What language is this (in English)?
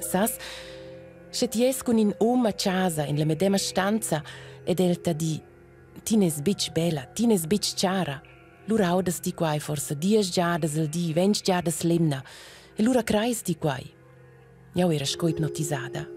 Romansh